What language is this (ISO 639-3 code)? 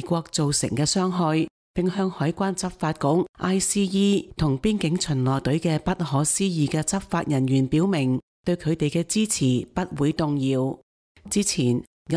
yue